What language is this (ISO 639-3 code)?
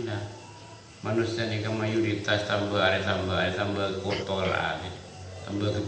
mad